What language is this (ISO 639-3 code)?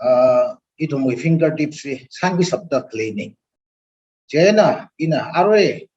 nmf